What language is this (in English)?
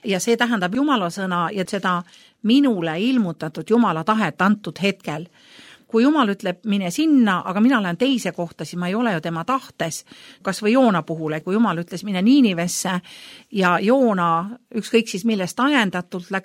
Estonian